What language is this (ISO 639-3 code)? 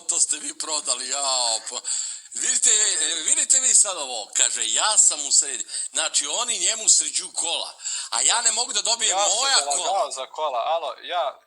bos